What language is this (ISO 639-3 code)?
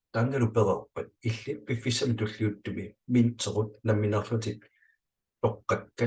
kal